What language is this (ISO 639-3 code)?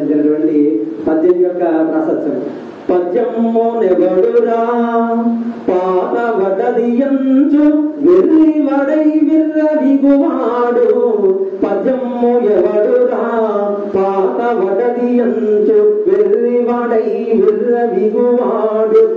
tel